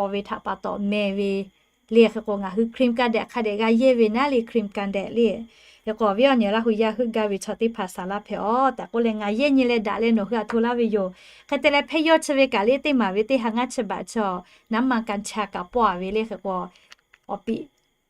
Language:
Lahu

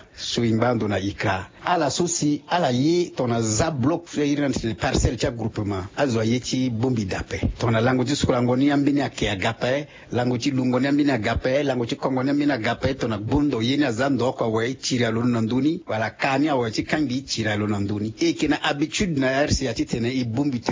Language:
Sango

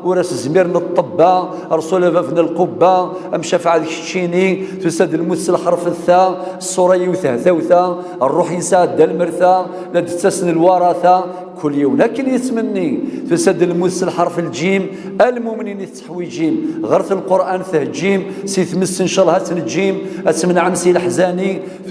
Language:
Kabyle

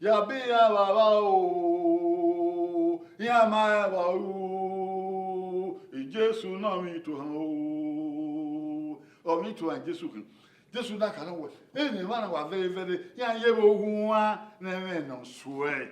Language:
Bini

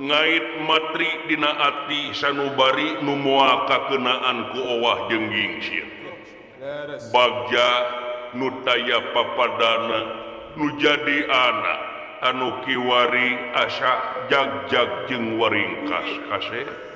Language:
Sundanese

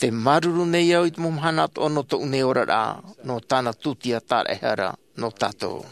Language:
Tahitian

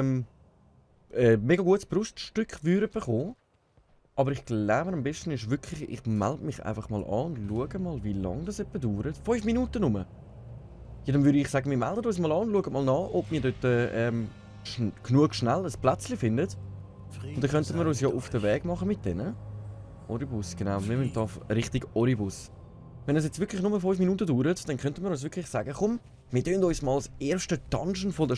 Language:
Swiss German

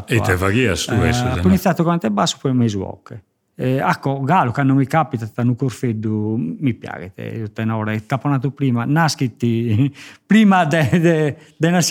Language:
Sardinian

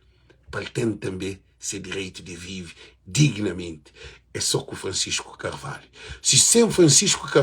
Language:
Kabuverdianu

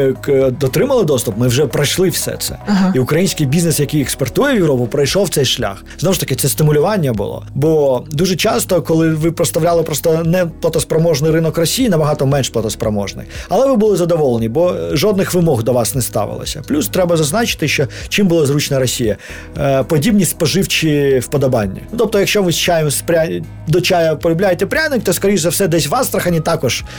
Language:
Ukrainian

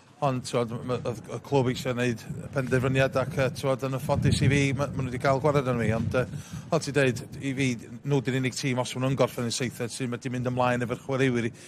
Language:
Welsh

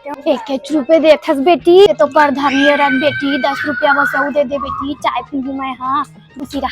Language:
Chhattisgarhi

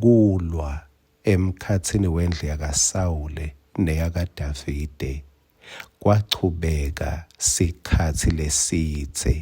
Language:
Swati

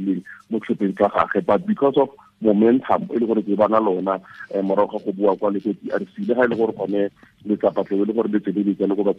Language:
Tswana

